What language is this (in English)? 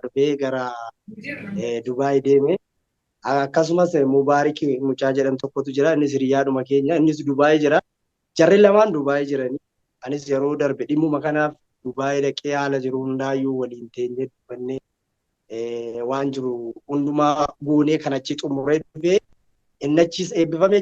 Oromo